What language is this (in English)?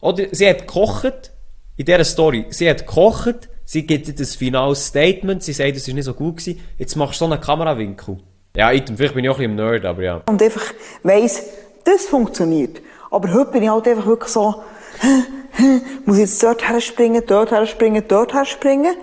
Swiss German